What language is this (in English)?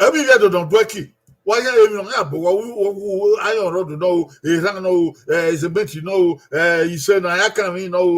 Bini